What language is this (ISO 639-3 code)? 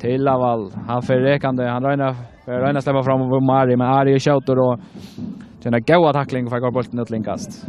fao